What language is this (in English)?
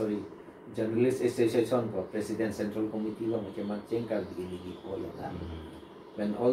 Karbi